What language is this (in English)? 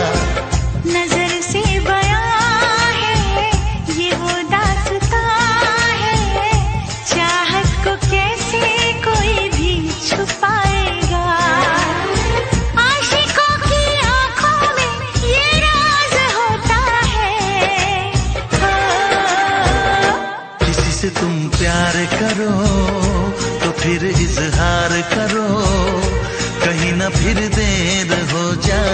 Hindi